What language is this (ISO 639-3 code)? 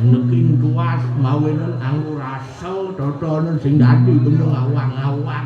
ban